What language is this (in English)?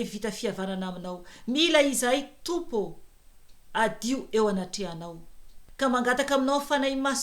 Malagasy